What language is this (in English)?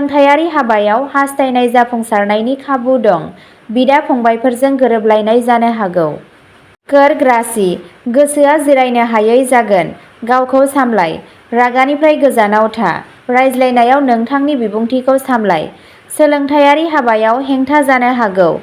Bodo